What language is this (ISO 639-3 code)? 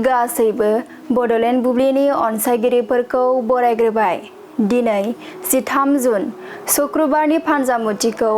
brx